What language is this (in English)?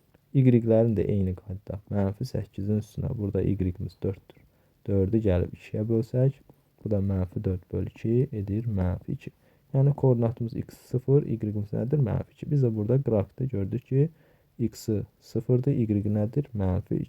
Azerbaijani